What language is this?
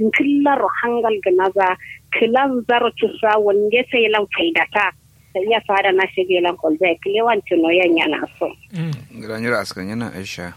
Kanuri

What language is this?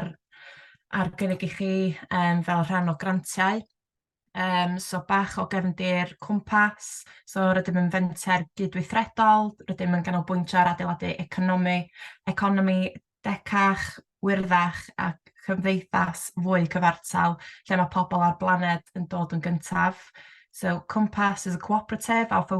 Welsh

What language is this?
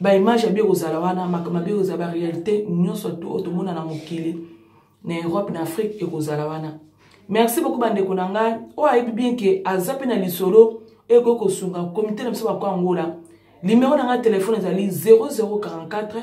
Lingala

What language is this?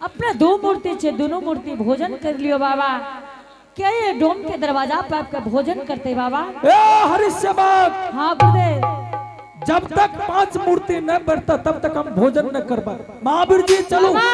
Angika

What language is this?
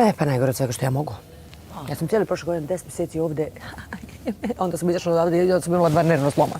Bosnian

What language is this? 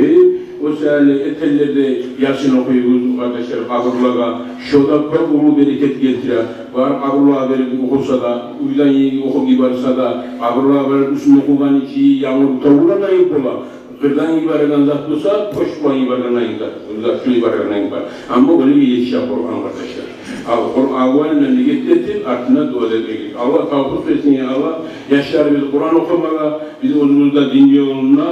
Kumyk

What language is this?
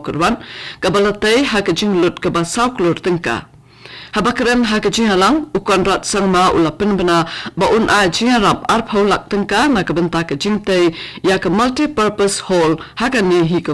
Khasi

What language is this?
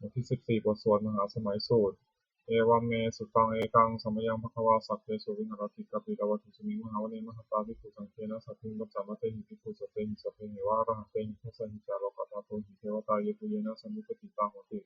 Pali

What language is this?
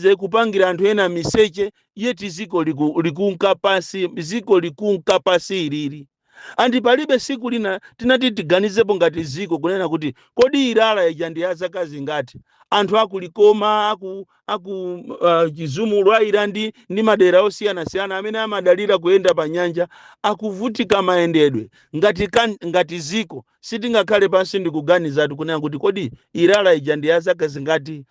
Nyanja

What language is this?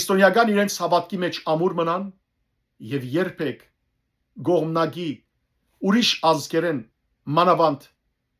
Western Armenian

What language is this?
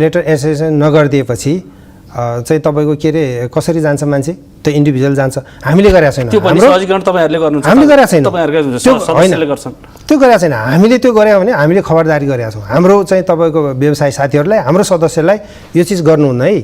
Nepali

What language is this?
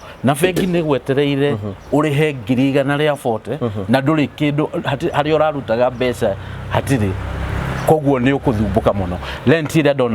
Kikuyu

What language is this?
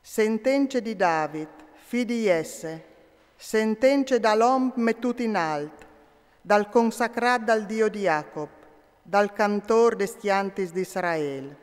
Friulian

